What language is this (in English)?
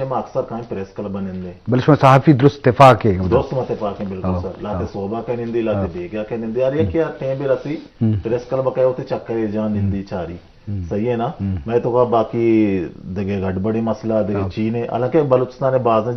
Eastern Balochi